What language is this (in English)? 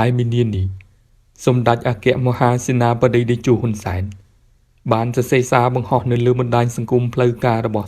Khmer